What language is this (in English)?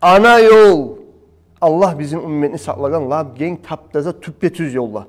Kumyk